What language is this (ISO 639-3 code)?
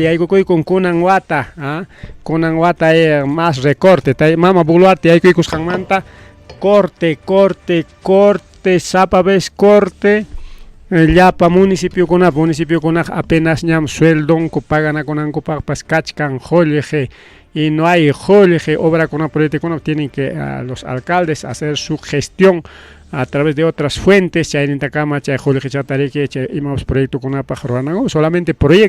quy